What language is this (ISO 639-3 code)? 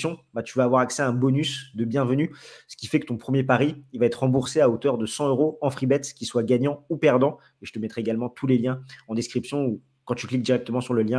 fra